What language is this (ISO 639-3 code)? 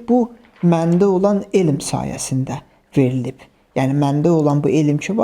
aze